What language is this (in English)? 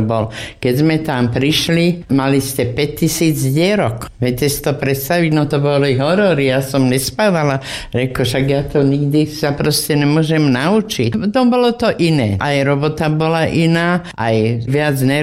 Slovak